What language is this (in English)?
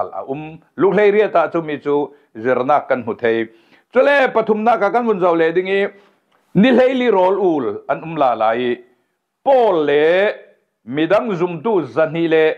Falam Chin